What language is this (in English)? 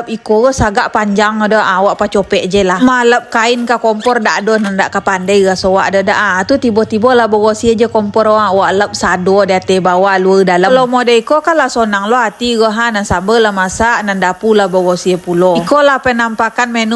Minangkabau